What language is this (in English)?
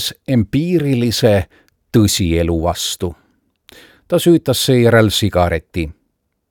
Estonian